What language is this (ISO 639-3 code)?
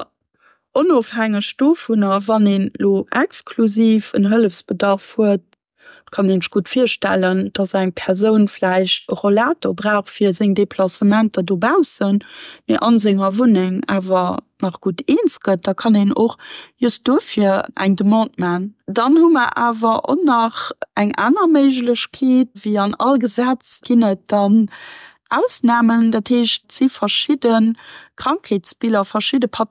ltz